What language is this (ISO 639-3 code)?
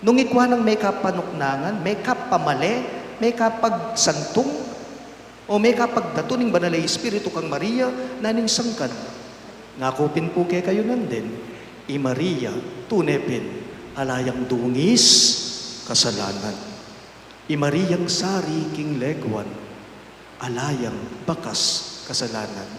pam